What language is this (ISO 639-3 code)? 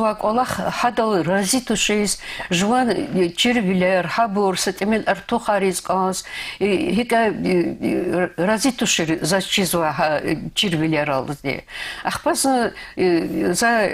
lez